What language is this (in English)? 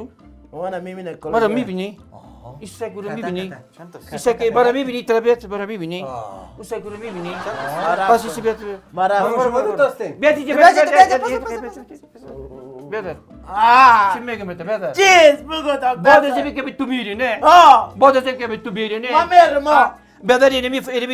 Persian